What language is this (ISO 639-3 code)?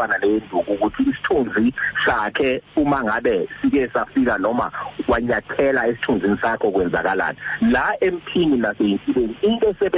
zul